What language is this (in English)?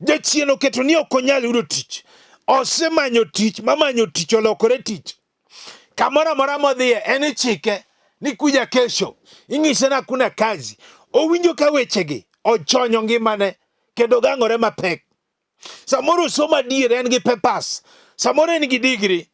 Luo (Kenya and Tanzania)